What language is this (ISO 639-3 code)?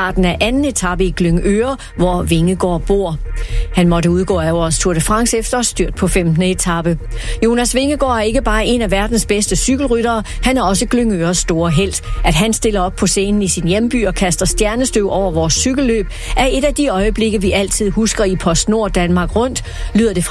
dan